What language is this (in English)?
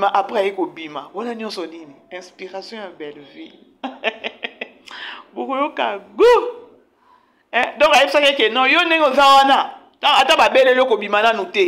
Lingala